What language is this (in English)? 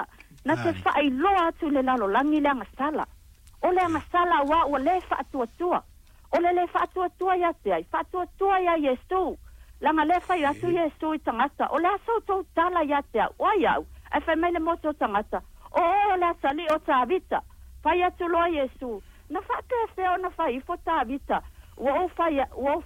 Samoan